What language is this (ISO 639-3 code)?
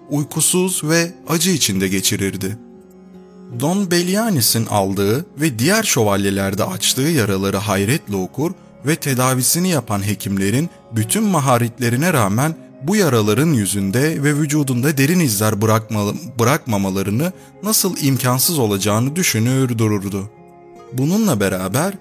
tur